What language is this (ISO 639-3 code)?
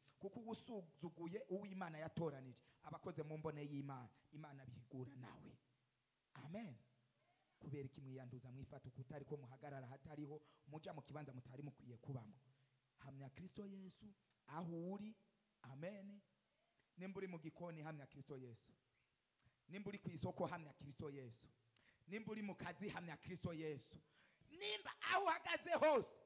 run